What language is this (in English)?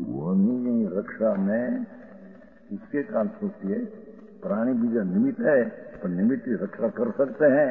Hindi